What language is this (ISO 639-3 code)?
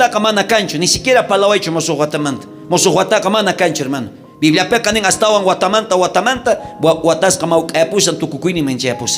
quh